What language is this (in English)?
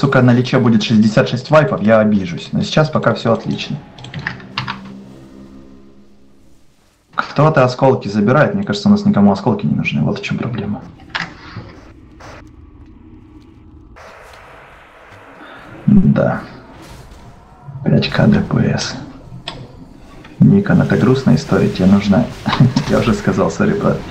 Russian